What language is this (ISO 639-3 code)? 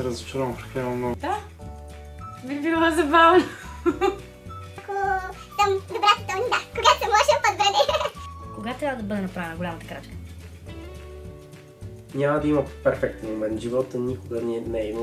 bul